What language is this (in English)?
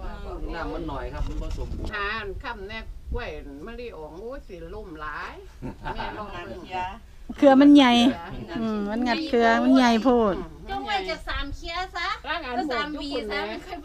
Northeastern Thai